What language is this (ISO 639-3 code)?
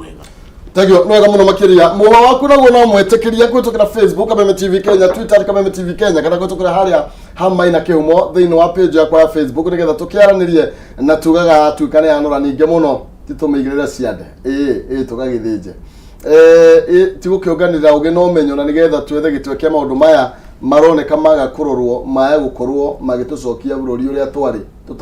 kik